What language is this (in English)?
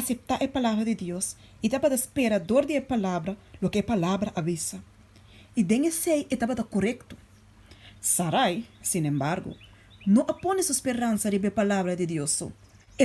Papiamento